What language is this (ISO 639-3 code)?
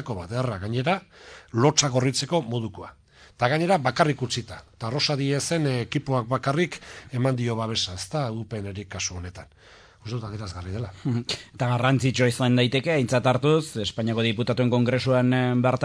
eus